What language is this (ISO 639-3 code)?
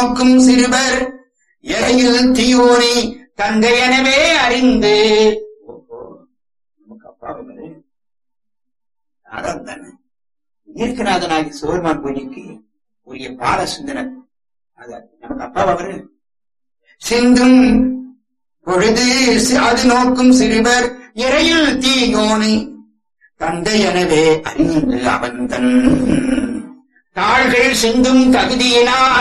tam